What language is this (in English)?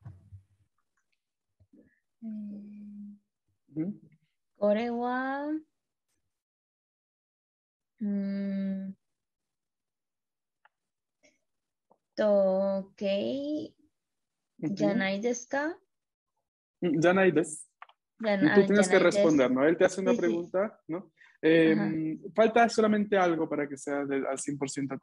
Spanish